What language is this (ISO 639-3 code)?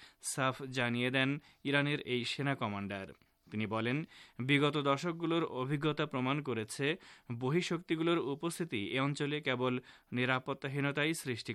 ben